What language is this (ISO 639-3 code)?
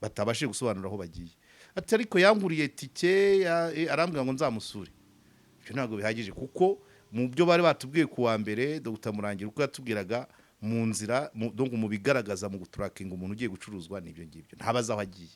kin